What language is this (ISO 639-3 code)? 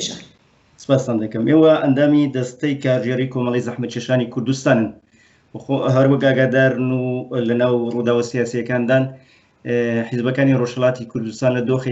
ckb